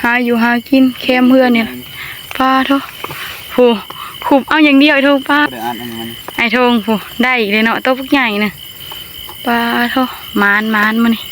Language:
Northeastern Thai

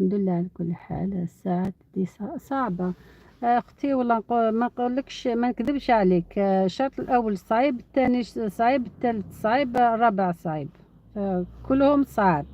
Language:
Algerian Arabic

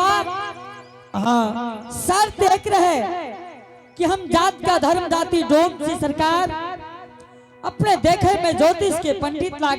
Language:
Angika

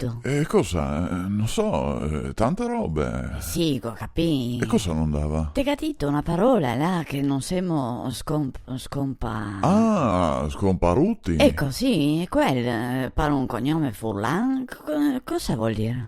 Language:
Venetian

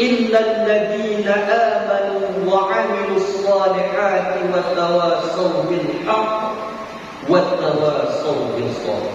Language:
Achinese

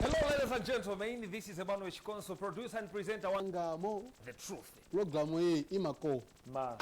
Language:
Nyanja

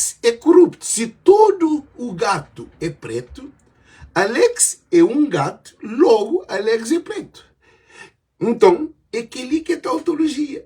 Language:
Kabuverdianu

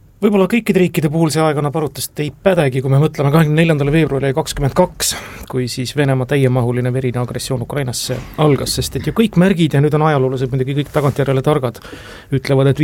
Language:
Estonian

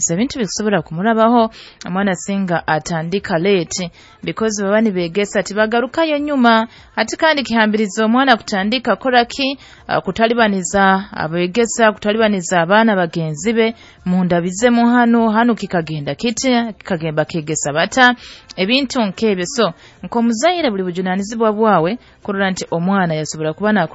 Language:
Nyoro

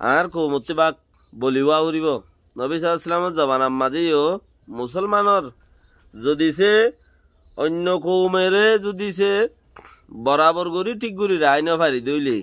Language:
Rohingya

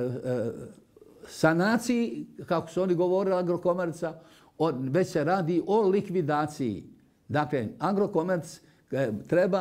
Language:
Bosnian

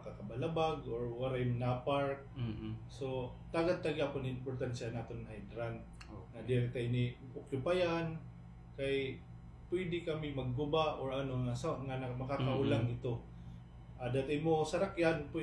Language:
Waray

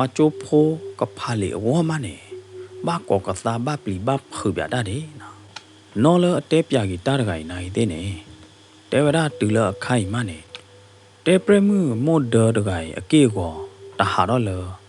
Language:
S'gaw Karen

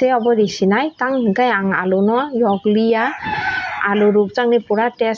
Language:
Kok Borok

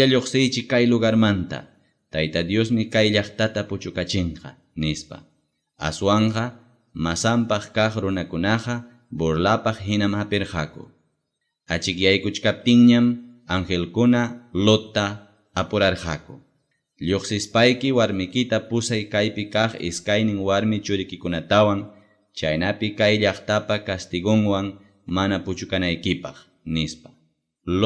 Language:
Ayacucho Quechua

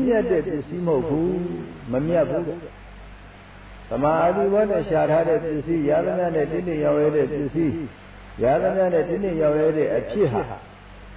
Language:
Burmese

